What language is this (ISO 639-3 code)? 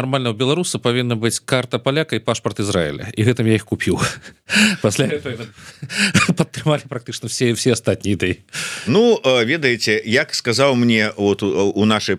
bel